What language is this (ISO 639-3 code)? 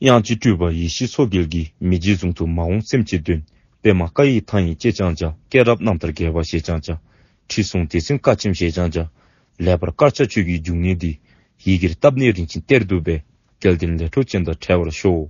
dzo